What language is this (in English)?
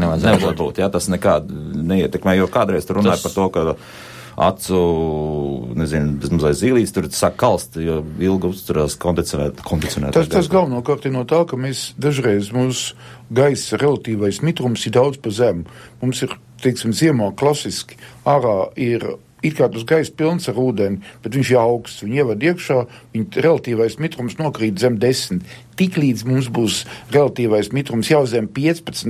Latvian